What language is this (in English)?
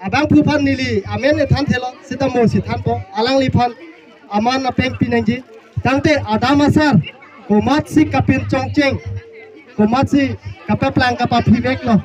Karbi